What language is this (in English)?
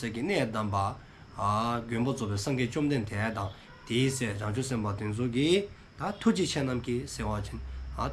Dzongkha